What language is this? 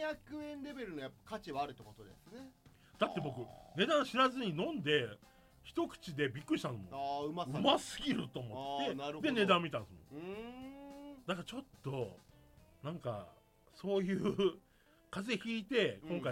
Japanese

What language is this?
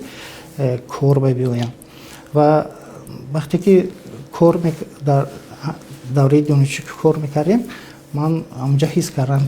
Tajik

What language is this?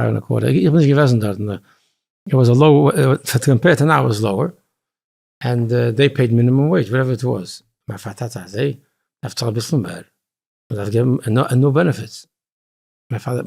Yiddish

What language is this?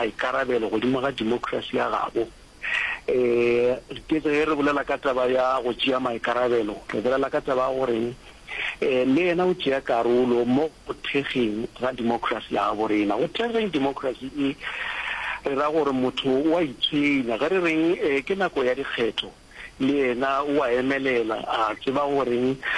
Northern Sotho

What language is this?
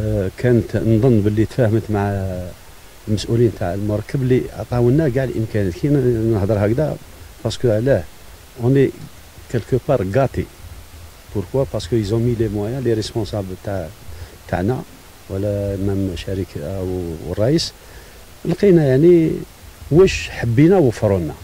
Algerian Arabic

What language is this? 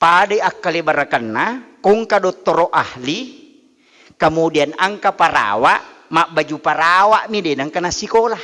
Buginese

